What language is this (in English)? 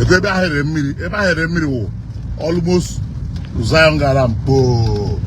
Igbo